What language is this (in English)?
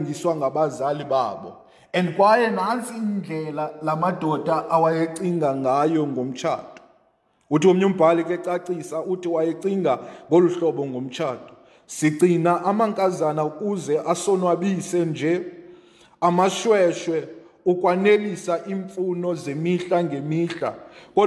Xhosa